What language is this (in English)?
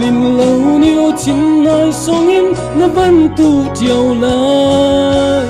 Falam Chin